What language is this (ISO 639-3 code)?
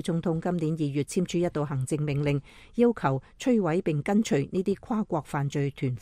yue